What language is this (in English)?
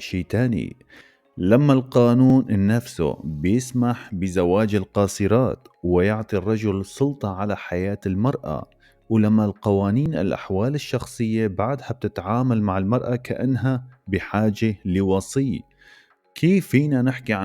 North Levantine Arabic